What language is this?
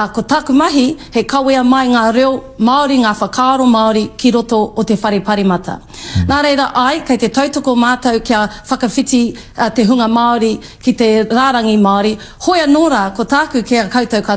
Māori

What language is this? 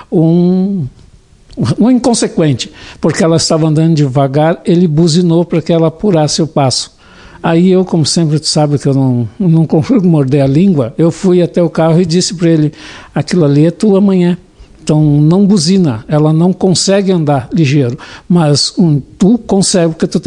Portuguese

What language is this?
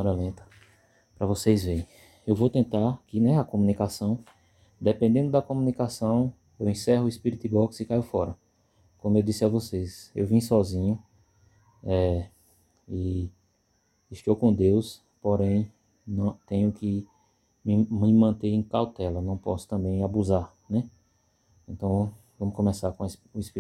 Portuguese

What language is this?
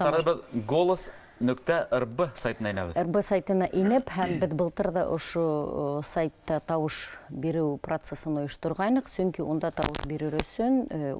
Bashkir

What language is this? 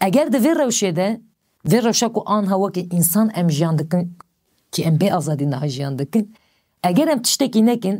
Kurdish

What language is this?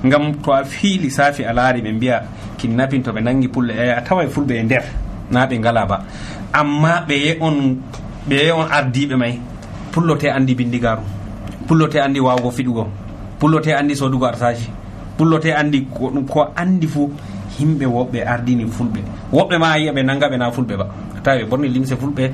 Nigerian Fulfulde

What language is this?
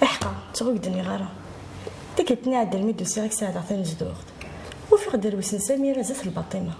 Kabyle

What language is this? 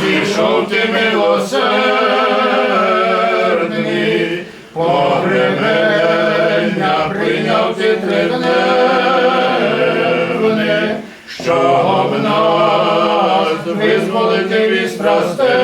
Rusyn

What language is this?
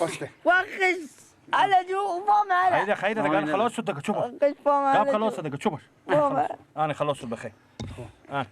Persian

